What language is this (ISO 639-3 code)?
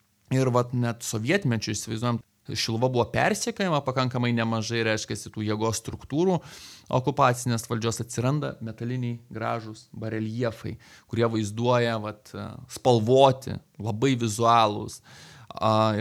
lit